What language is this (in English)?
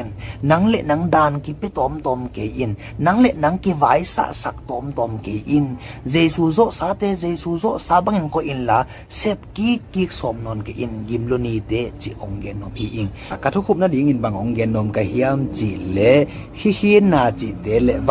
Tedim Chin